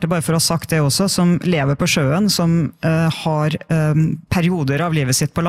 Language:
Norwegian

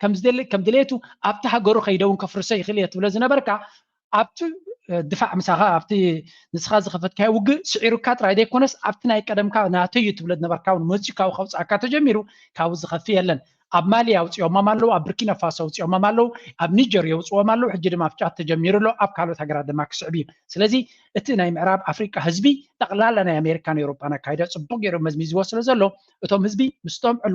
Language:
Tigrinya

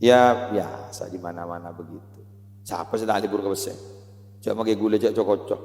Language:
Madurese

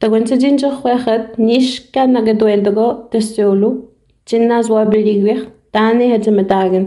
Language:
Innu-aimun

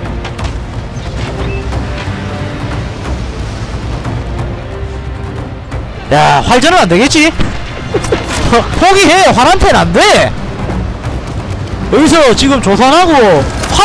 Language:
Korean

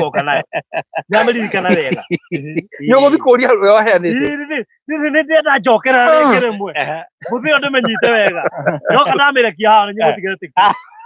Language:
Kikuyu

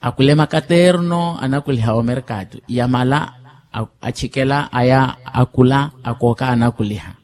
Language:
Makhuwa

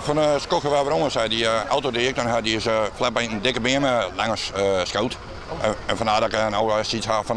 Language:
Western Frisian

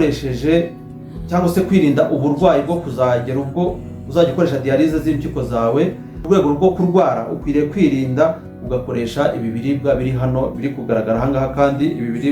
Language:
Kinyarwanda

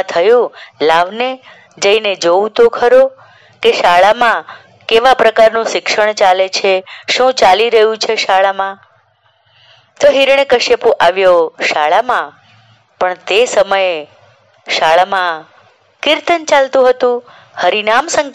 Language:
Gujarati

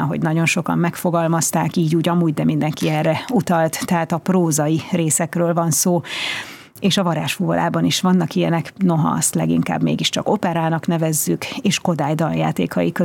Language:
Hungarian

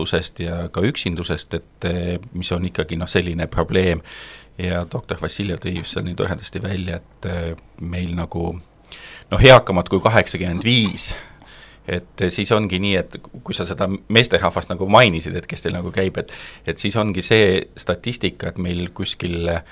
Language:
Estonian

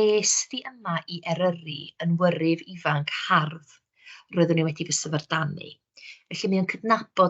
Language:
Welsh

